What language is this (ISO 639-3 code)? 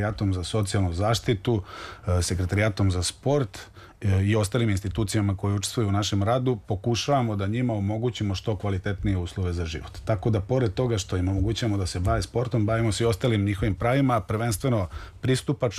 srp